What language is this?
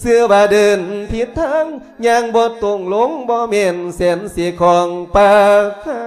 Lao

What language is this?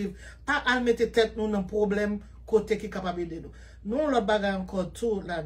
Haitian Creole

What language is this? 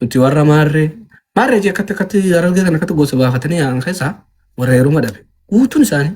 Oromo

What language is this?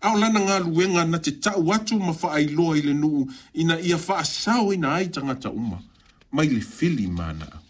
Samoan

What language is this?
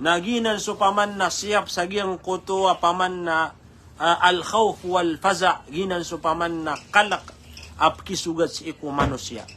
Maranao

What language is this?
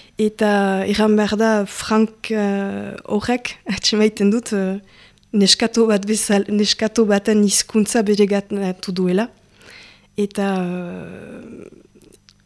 Basque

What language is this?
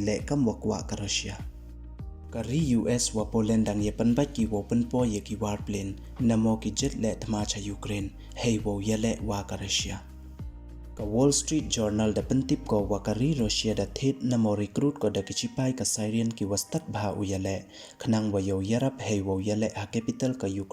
Pnar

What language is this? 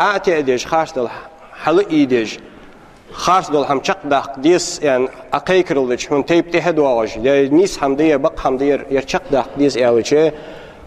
Ingush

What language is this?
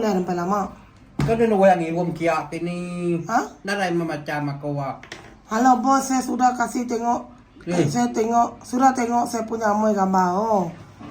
Iban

